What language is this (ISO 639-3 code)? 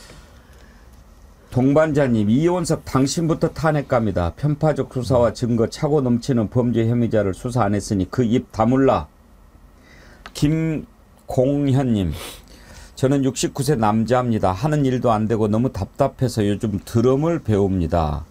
kor